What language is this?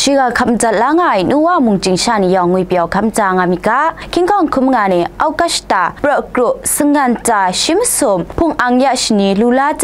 Kachin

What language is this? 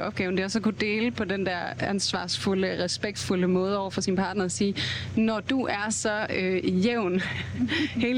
Danish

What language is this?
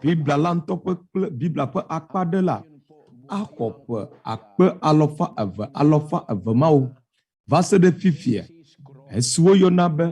Ewe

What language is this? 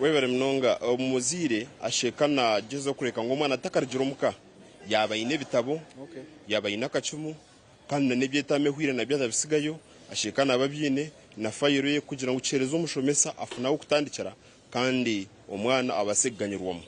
Nyankole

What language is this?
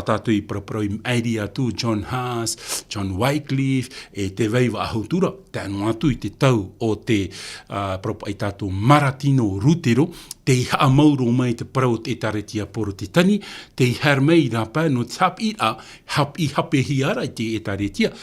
Tahitian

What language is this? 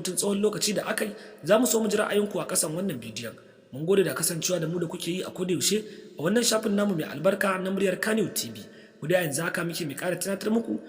Hausa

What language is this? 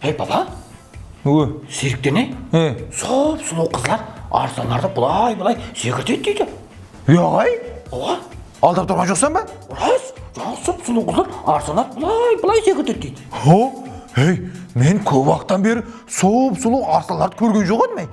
Kara-Kalpak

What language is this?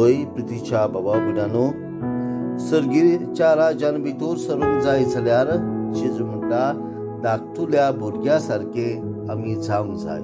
Konkani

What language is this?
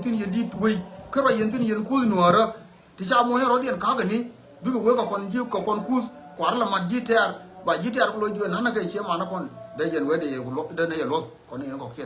Nuer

